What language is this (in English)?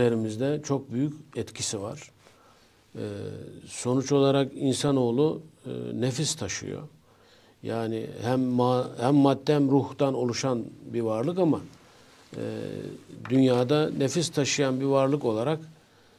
Turkish